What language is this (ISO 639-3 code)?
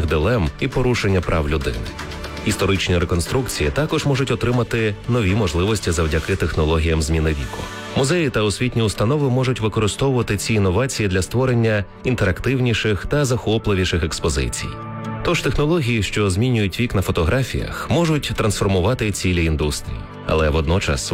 ukr